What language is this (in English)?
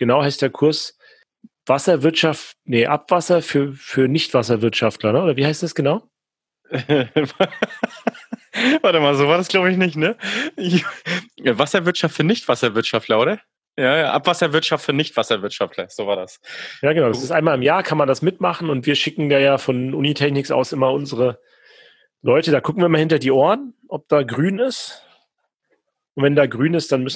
German